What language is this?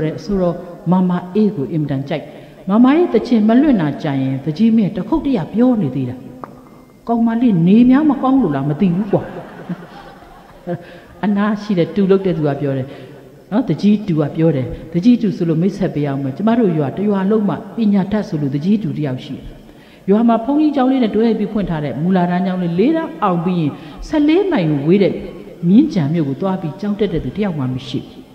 Burmese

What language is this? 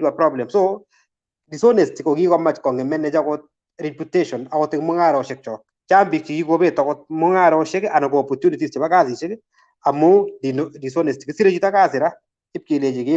Kalenjin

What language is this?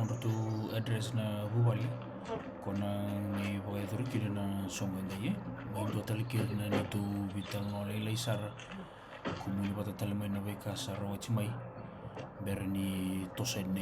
Fijian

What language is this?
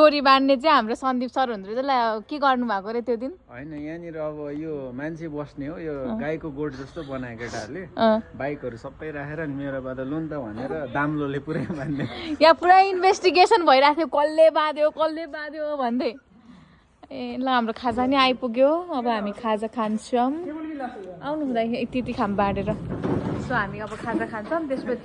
Nepali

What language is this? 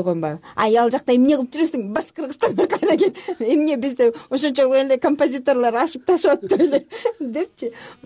Kyrgyz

